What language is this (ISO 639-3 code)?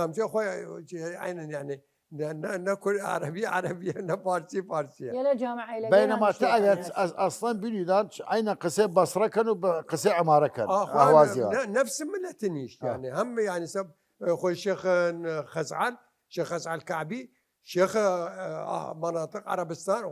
sdh